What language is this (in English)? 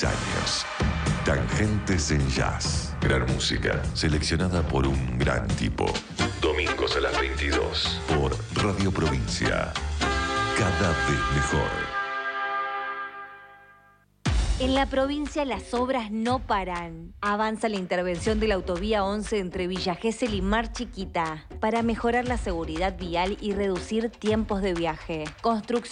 Spanish